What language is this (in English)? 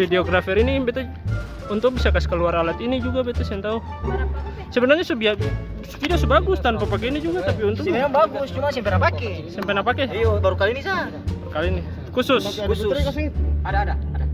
Ambonese Malay